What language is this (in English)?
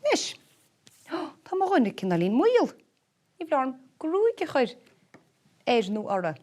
Irish